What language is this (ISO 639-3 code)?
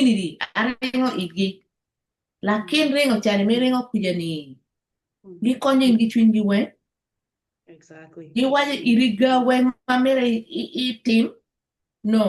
ach